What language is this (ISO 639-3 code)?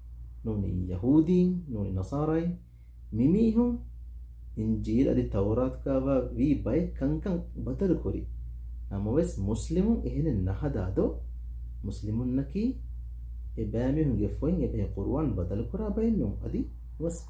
div